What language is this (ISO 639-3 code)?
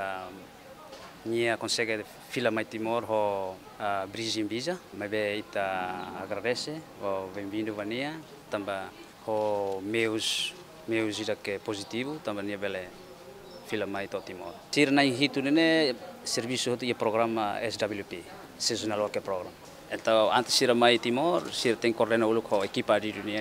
tet